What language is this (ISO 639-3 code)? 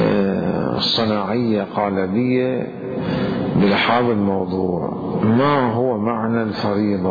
acm